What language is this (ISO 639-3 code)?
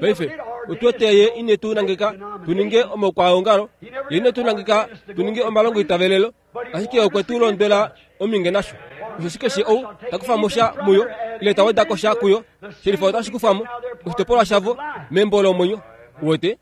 kua